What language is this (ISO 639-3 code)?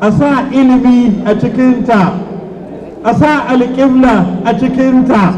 hau